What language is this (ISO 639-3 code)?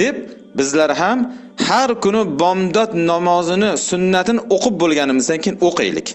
uzb